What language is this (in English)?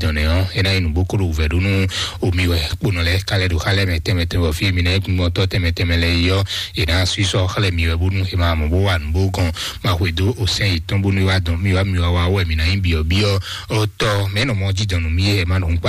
Fon